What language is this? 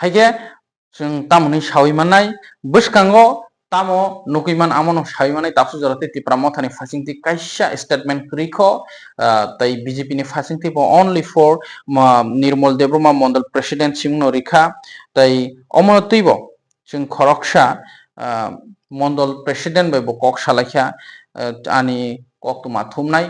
Kok Borok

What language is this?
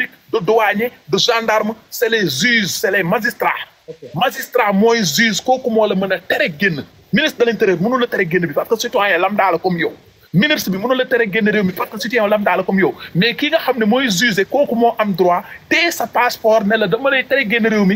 Wolof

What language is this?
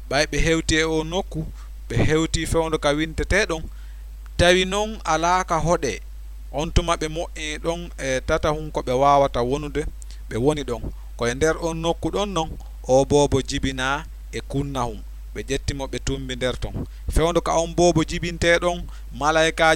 Fula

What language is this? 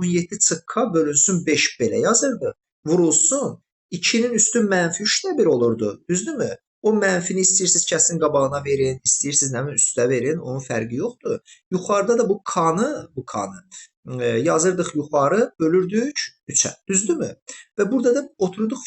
Azerbaijani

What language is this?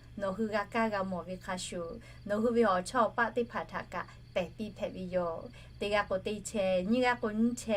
Lahu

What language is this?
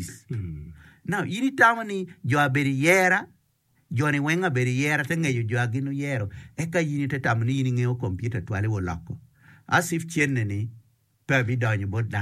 Acoli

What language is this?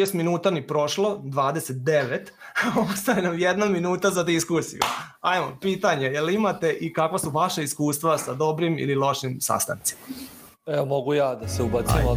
Serbian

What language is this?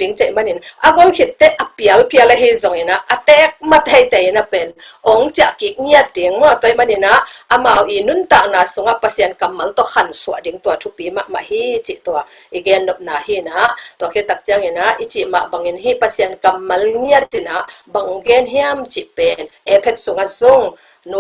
Tedim Chin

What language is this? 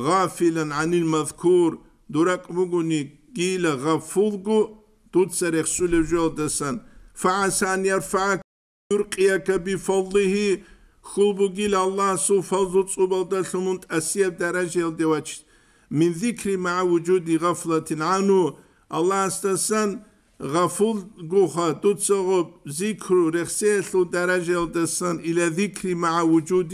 Avaric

